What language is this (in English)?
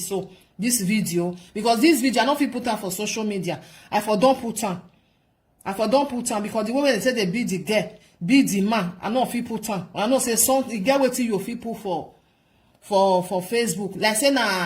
Nigerian Pidgin